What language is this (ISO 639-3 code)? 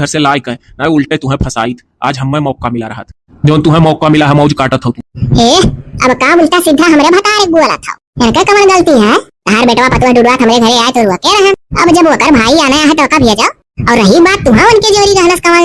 awa